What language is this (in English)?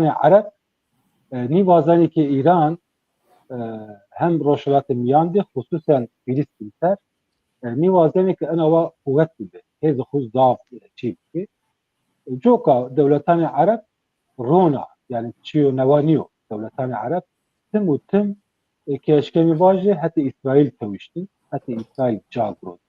Zaza